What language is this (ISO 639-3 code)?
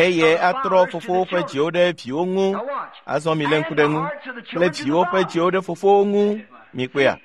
ewe